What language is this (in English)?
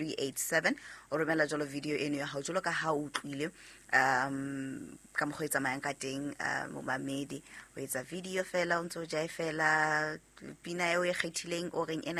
Southern Sotho